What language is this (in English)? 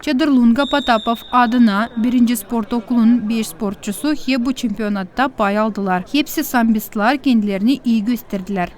Gagauz